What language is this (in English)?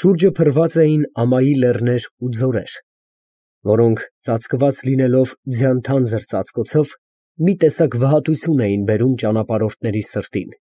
Armenian